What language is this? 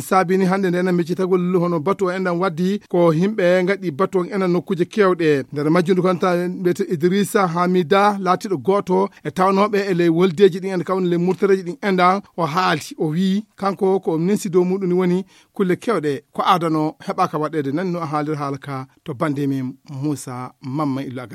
Fula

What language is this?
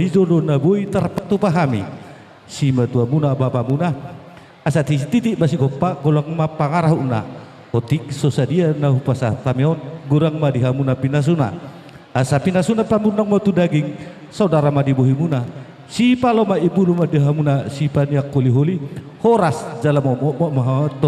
Batak Toba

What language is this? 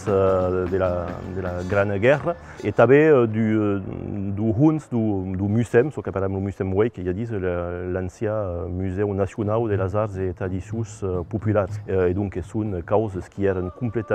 Occitan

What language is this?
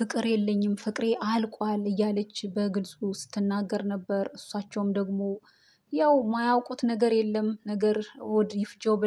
Amharic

